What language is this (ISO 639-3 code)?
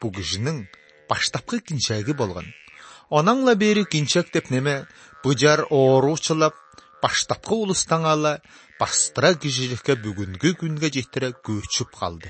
kir